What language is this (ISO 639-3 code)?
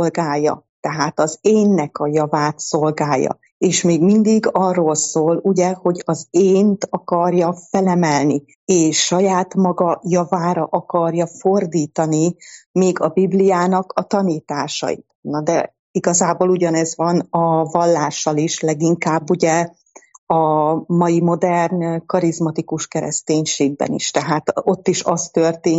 hun